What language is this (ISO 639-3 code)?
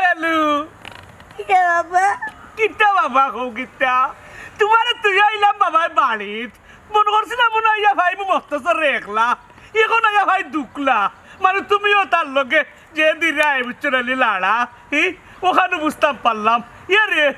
syl